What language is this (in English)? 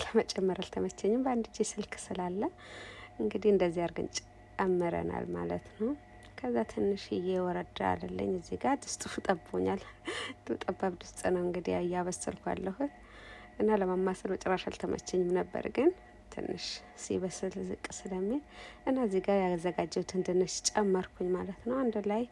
Amharic